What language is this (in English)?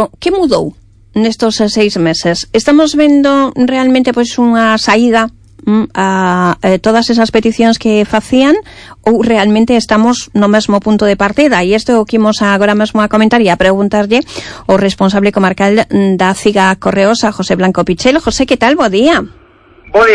Galician